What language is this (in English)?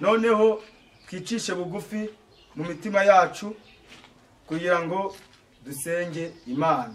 Kinyarwanda